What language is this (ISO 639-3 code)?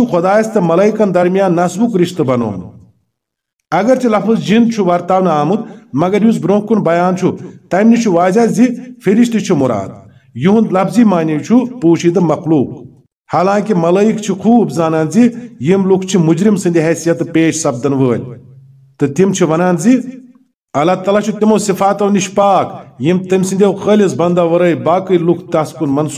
kas